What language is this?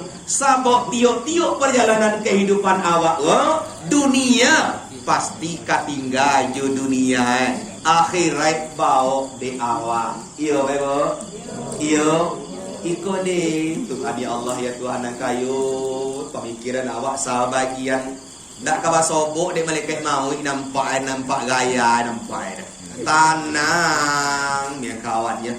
Minangkabau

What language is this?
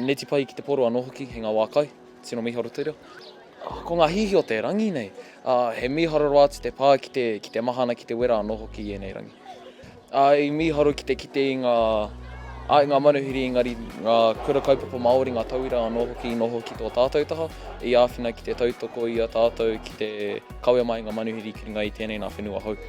Māori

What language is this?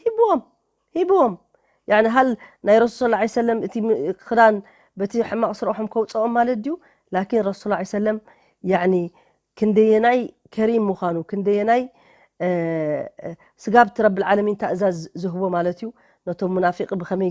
Tigrinya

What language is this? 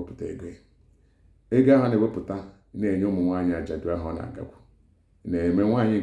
Igbo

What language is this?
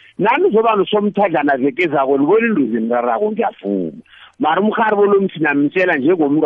South Ndebele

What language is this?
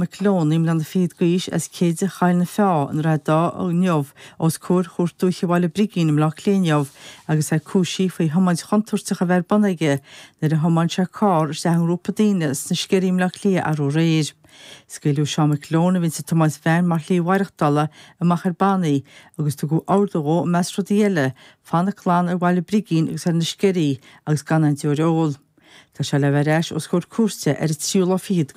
Irish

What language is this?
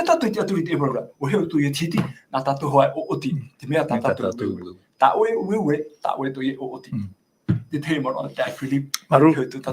Tahitian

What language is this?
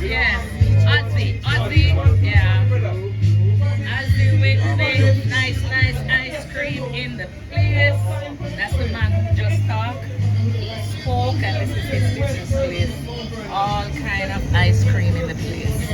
Jamaican Creole English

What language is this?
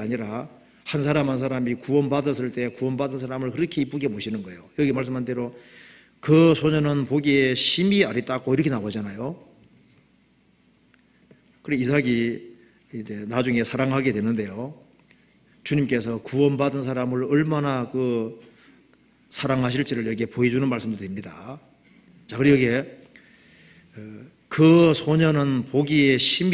Korean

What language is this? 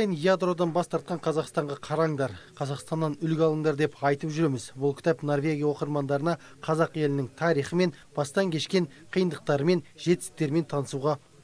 Kazakh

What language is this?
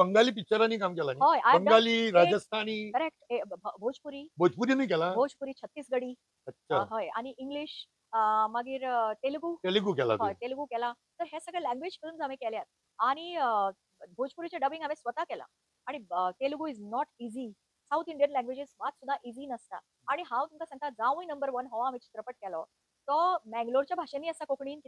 Konkani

